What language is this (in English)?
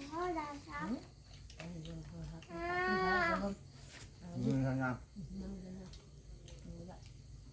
Northeastern Thai